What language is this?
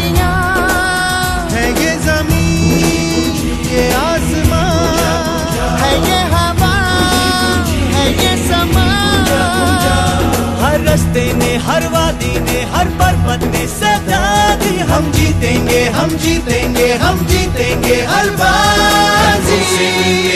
Hindi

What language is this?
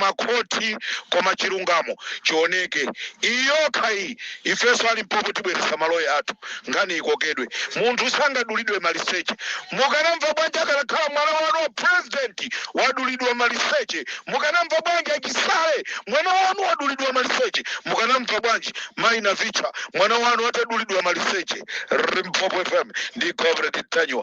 Nyanja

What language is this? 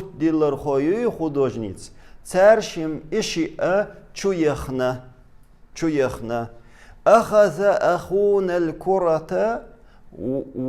Chechen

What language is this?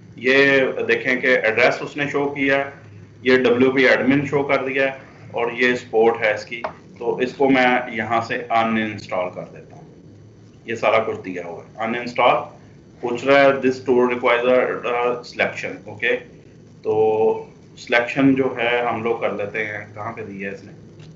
Hindi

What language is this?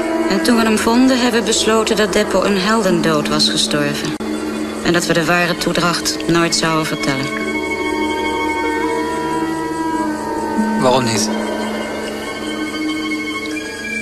Dutch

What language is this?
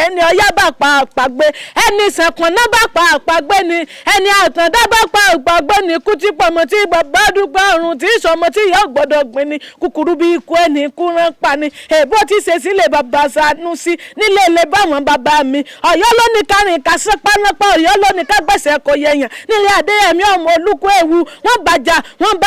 Yoruba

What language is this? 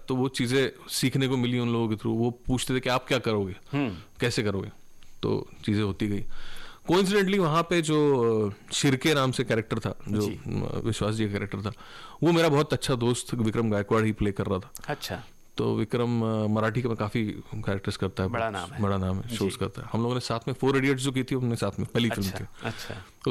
Hindi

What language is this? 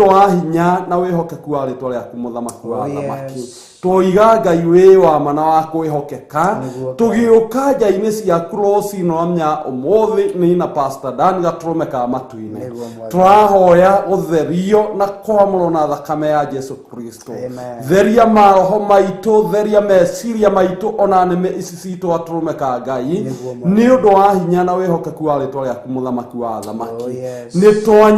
Kikuyu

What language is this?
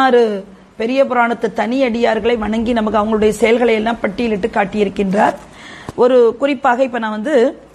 Tamil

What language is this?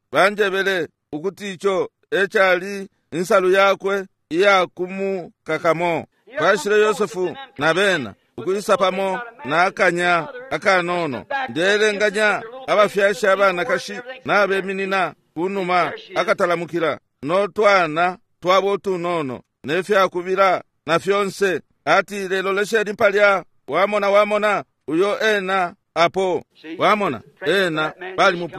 Bemba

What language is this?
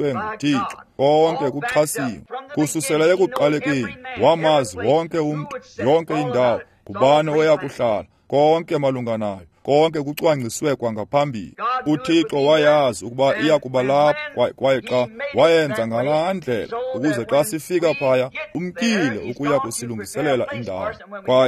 Xhosa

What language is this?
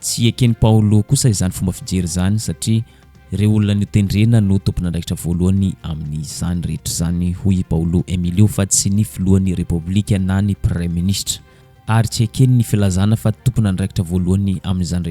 Malagasy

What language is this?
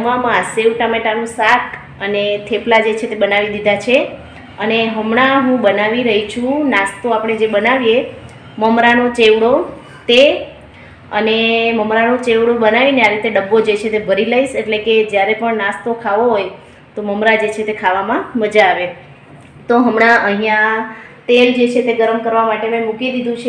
Gujarati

